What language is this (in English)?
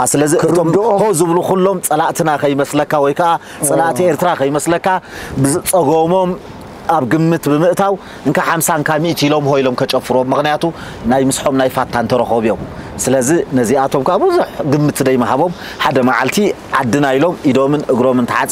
Tigrinya